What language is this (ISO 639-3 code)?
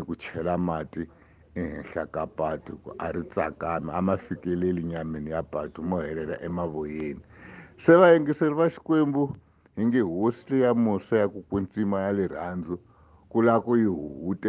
tso